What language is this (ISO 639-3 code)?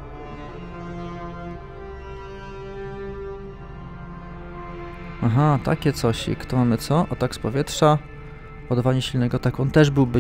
pol